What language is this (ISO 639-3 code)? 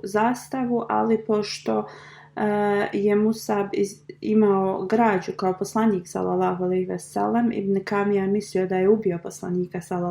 bos